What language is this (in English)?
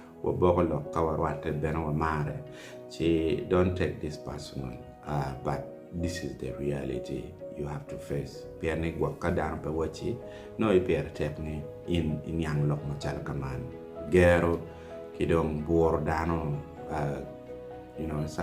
Acoli